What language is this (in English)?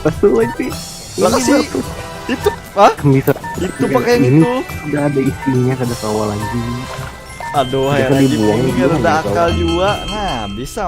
Banjar